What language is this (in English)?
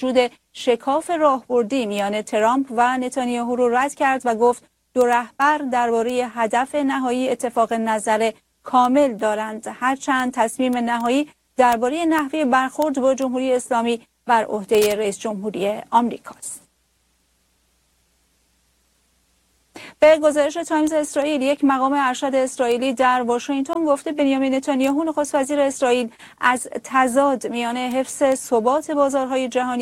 Persian